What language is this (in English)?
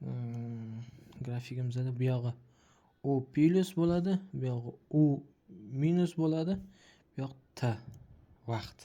Uzbek